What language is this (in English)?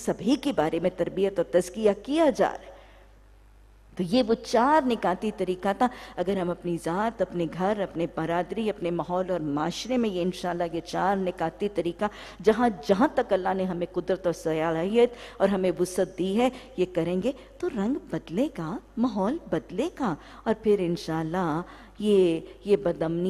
Urdu